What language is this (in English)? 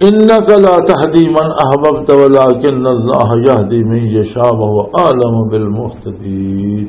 Western Panjabi